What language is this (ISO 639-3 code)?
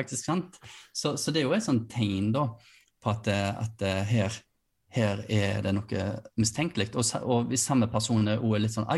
nor